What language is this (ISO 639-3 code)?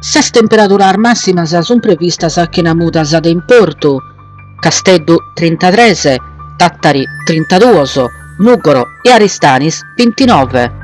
srd